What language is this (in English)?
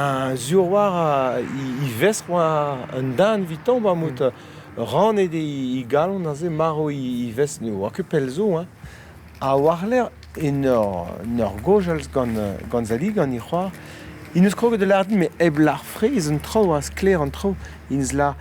Breton